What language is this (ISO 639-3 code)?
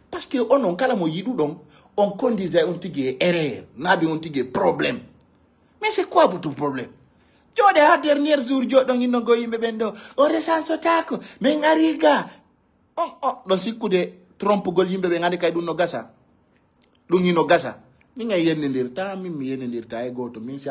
ful